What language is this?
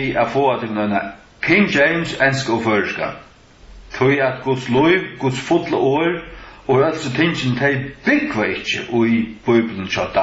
Faroese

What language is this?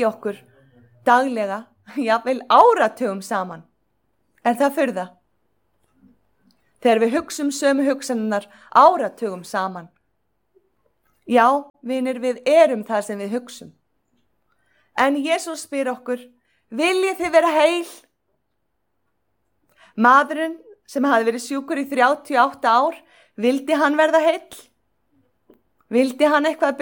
Icelandic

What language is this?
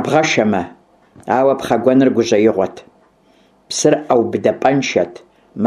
Kabardian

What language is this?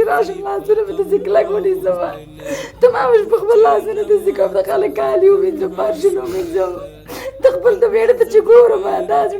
Pashto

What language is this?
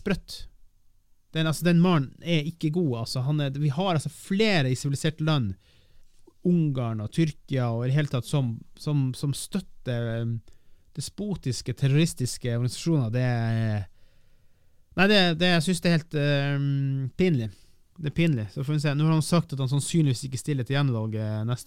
Norwegian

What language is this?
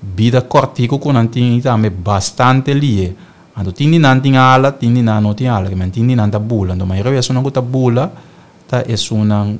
Papiamento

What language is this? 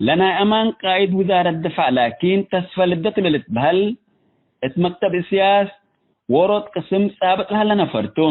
Tigre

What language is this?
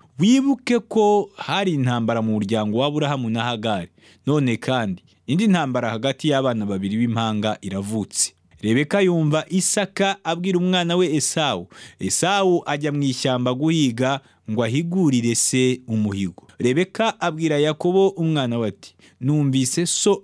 Kinyarwanda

